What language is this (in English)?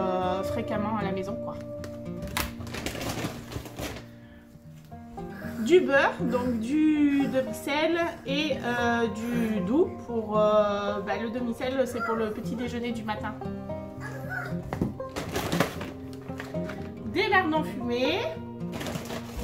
French